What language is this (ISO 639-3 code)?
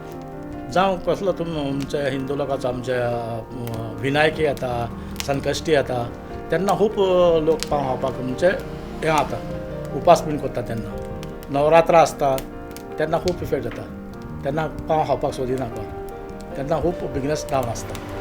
kok